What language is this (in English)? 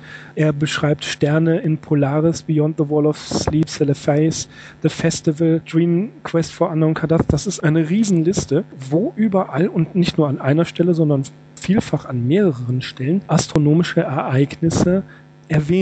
German